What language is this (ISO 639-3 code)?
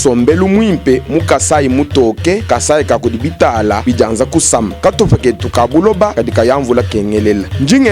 lua